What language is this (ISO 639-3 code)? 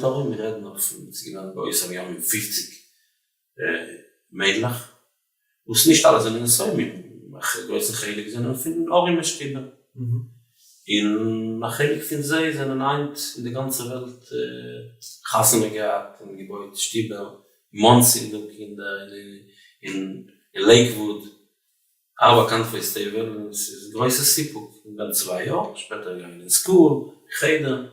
yid